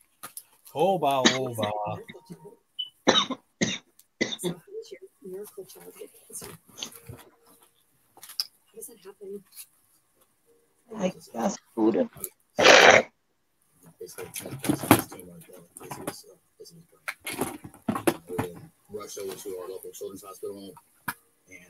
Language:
English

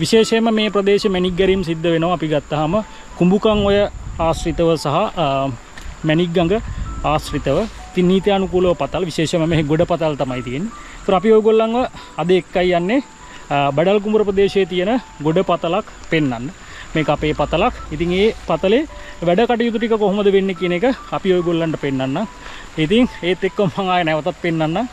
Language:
Sinhala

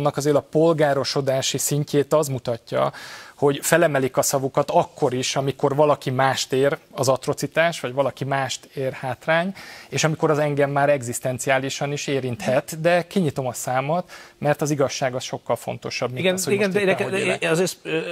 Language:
Hungarian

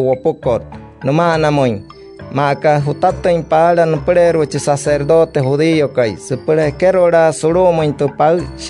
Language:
Wayuu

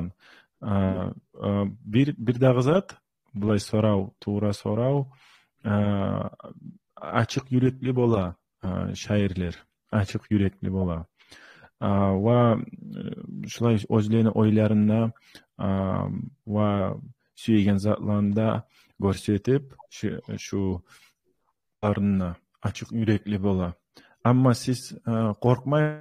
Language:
Kumyk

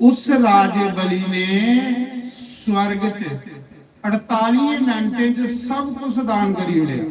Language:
Dogri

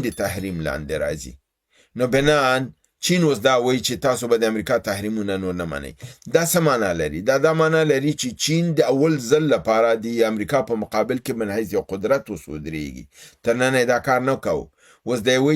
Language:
Pashto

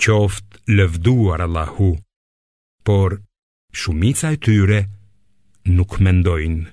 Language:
Albanian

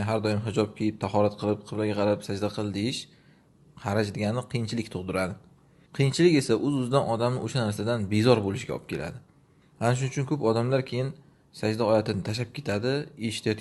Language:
Uzbek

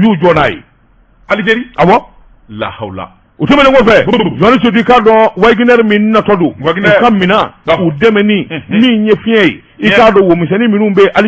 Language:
Bambara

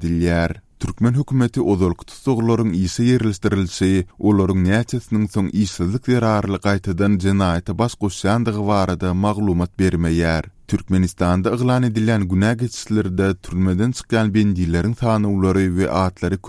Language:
Turkmen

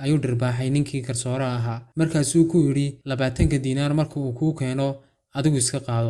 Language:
Somali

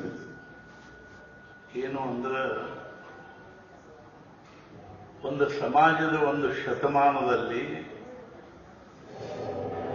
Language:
Kannada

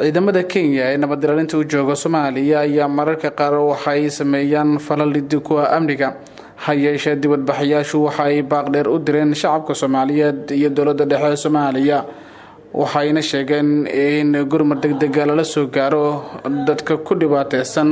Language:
Somali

